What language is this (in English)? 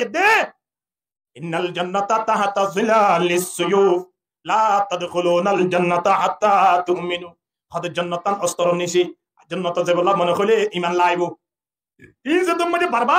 Rohingya